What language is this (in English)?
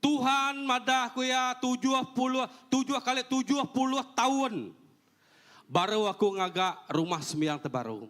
Iban